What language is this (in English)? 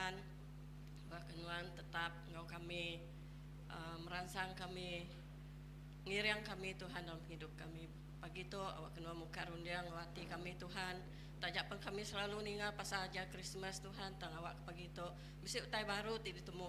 Iban